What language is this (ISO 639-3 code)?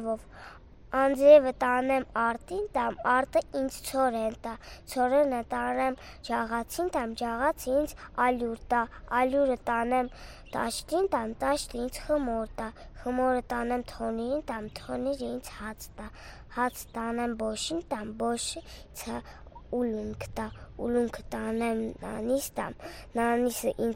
hye